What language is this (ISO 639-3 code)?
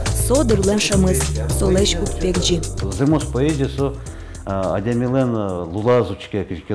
udm